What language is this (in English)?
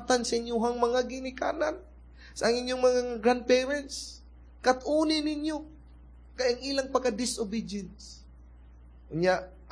Cebuano